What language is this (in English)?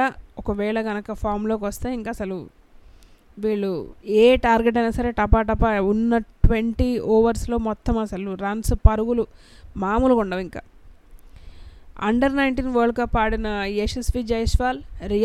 Telugu